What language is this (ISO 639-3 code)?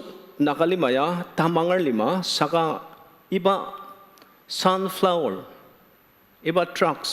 njo